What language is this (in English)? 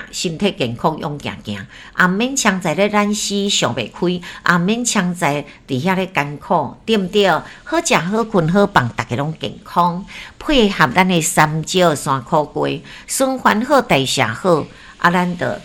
Min Nan Chinese